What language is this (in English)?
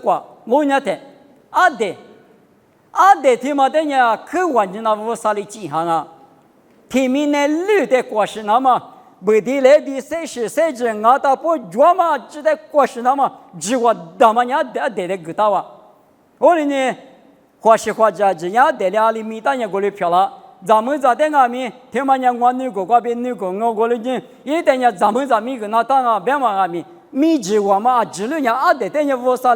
Lisu